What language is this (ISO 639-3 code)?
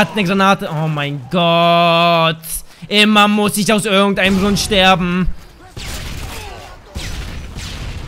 deu